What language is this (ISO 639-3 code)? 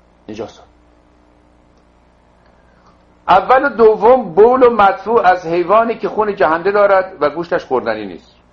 fas